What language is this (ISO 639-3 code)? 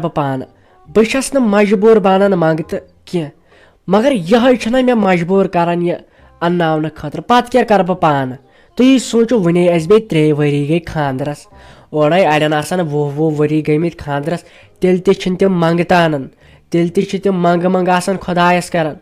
kas